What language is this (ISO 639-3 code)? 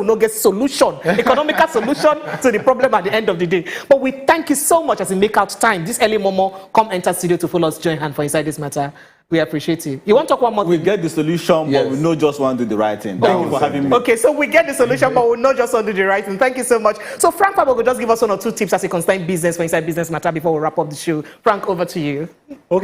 pcm